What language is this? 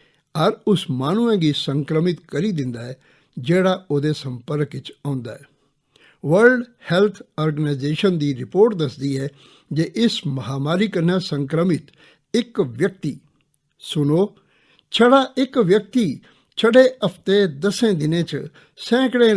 Dogri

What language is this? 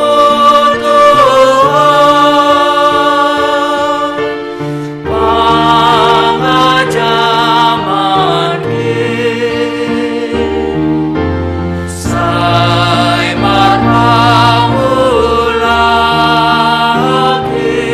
Batak Simalungun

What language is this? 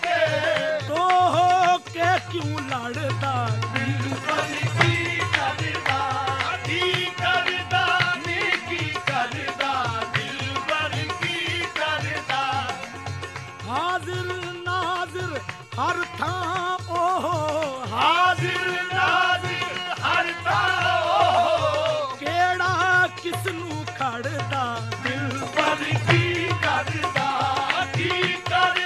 Punjabi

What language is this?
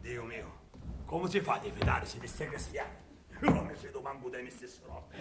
Sicilian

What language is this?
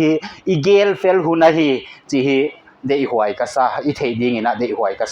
Paite Chin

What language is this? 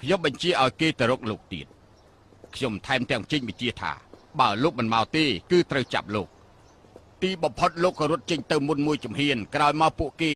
Khmer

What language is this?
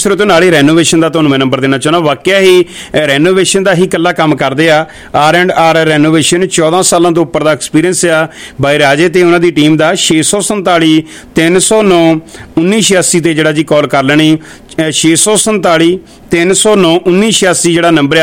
Punjabi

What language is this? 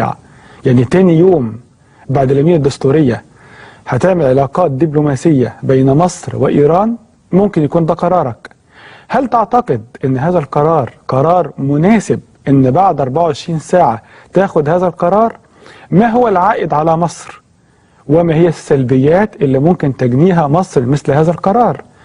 Egyptian Arabic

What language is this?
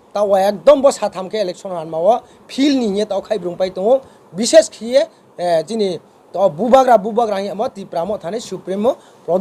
Riang (India)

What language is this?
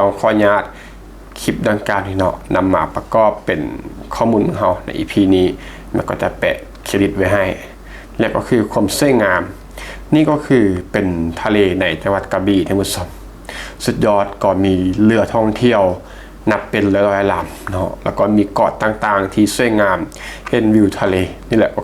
Lao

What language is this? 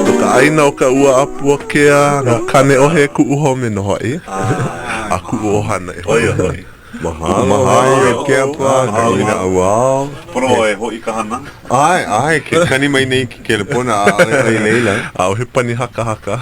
Hawaiian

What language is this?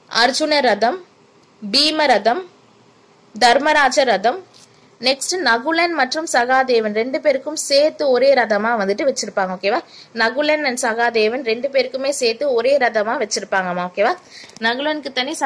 Tamil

